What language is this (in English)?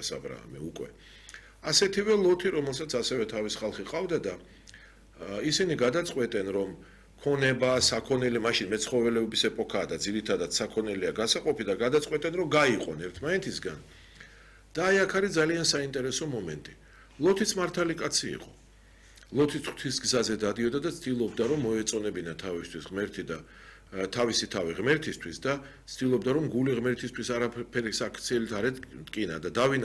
Georgian